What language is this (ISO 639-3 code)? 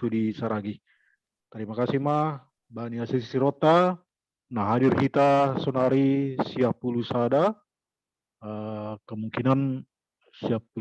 bts